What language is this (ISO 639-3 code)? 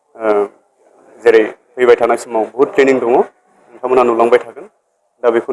brx